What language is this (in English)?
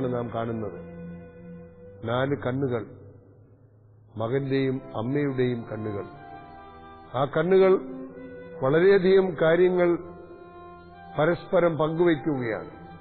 Malayalam